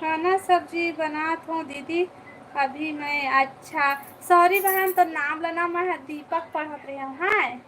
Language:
Chhattisgarhi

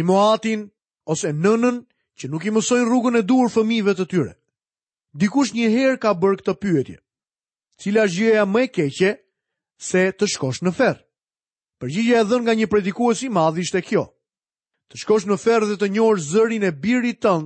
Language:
Albanian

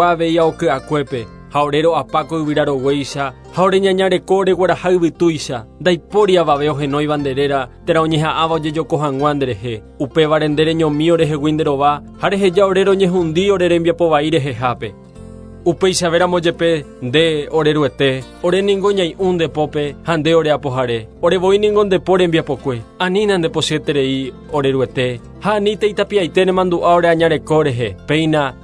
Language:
Guarani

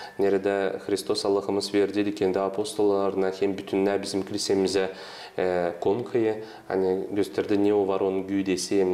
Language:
Gagauz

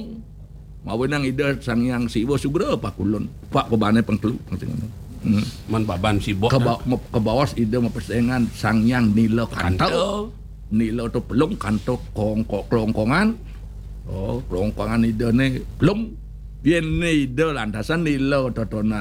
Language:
Balinese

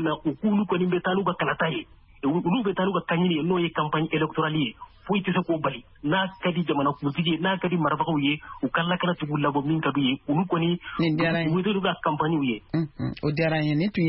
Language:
Bambara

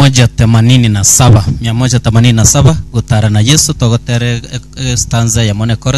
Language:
Gusii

